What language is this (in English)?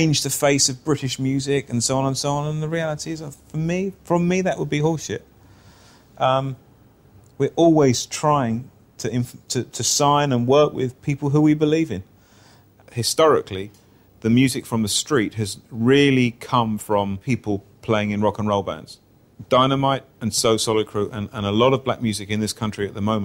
English